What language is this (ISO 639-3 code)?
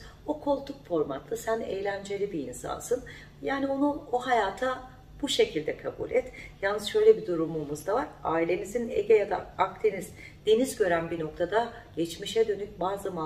tur